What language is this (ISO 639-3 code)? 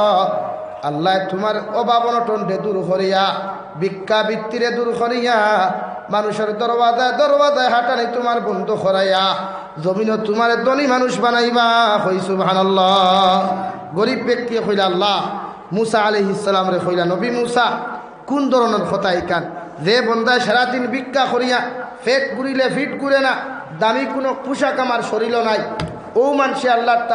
syl